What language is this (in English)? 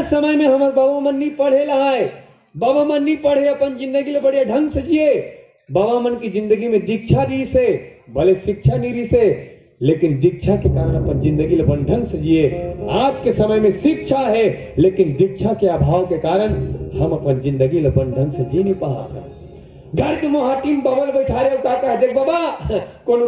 Chhattisgarhi